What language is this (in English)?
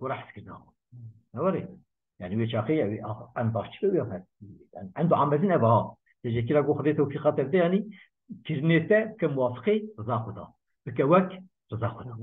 Kurdish